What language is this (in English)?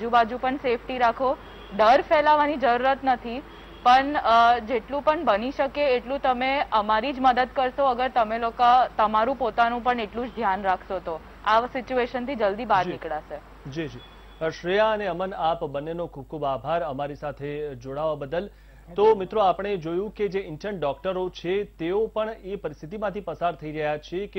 Gujarati